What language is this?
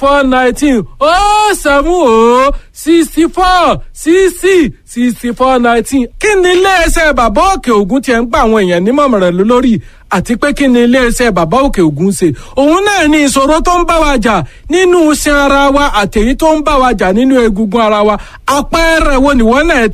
Yoruba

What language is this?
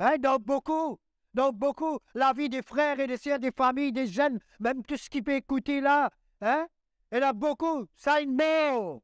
Morisyen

